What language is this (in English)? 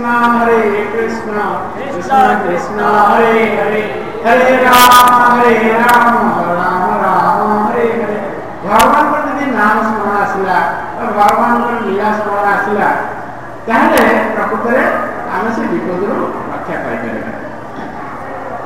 Odia